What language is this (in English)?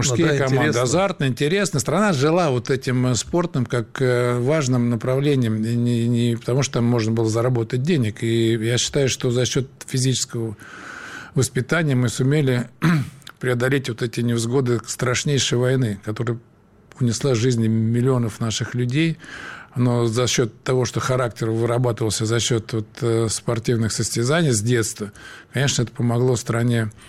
Russian